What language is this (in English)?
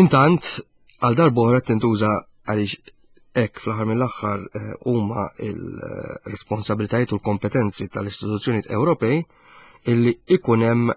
Maltese